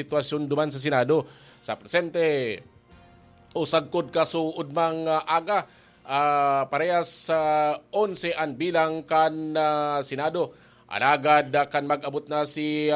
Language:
Bikol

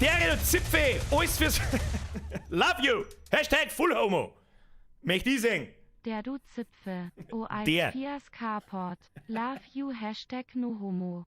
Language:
Bavarian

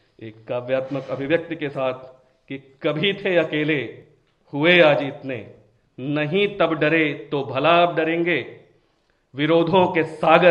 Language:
Hindi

